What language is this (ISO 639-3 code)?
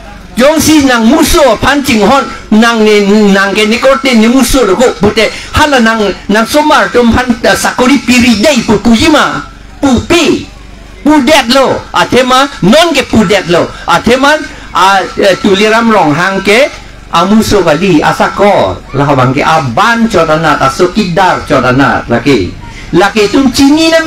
mjw